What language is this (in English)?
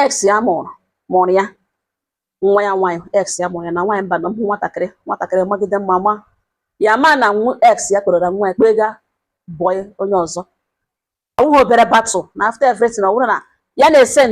Igbo